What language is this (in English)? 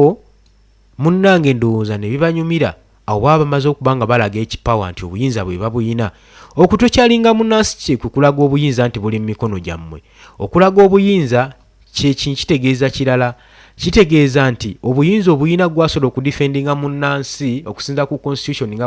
Ganda